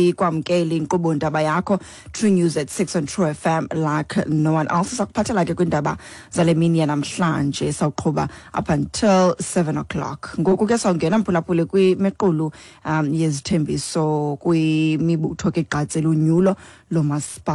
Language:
Xhosa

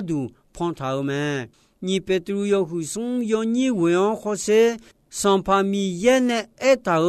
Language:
Akha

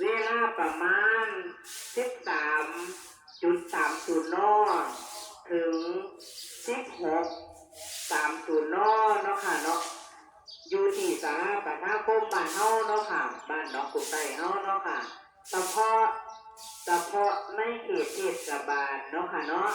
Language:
Northeastern Thai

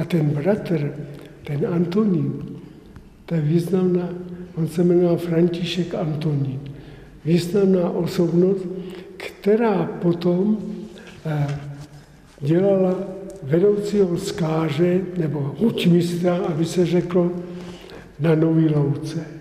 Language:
Czech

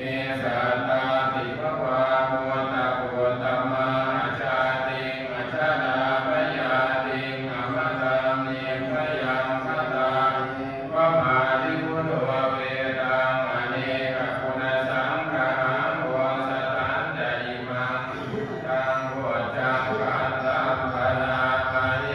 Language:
Pali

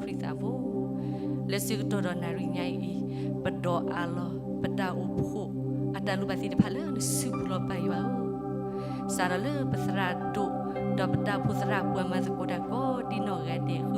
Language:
S'gaw Karen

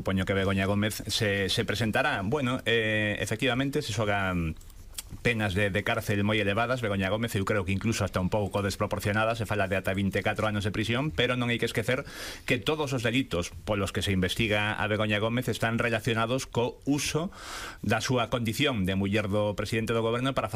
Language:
Galician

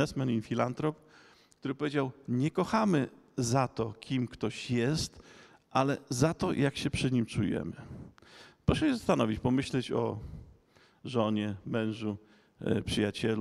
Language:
Polish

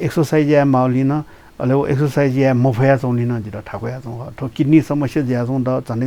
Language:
Newari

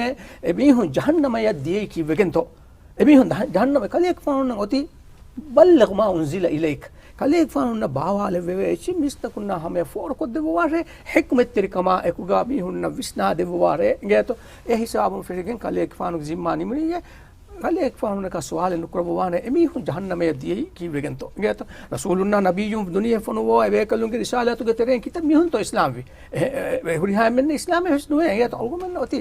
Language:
Divehi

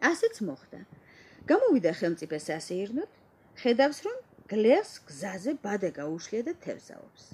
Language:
Georgian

